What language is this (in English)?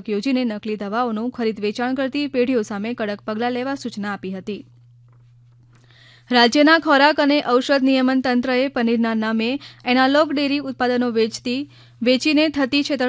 Gujarati